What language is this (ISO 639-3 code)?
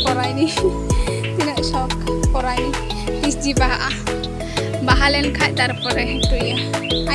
sat